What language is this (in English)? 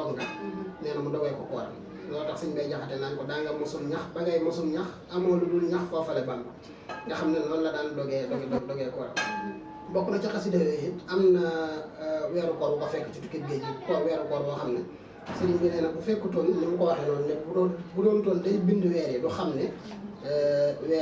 Wolof